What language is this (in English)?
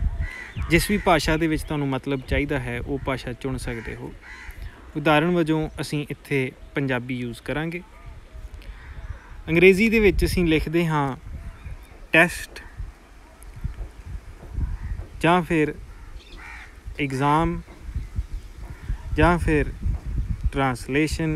Punjabi